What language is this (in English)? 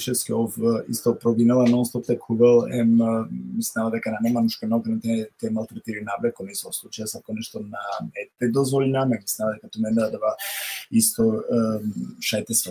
Balkan Romani